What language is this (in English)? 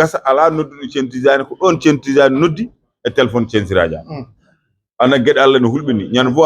Fula